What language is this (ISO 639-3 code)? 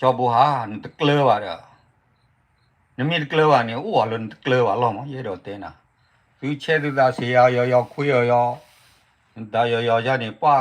ksw